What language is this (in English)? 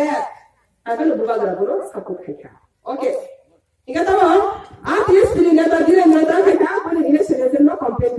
Riang (India)